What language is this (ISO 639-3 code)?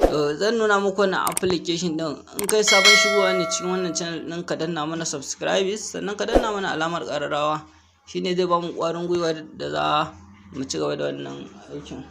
hau